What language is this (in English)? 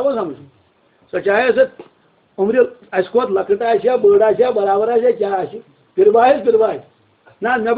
Kashmiri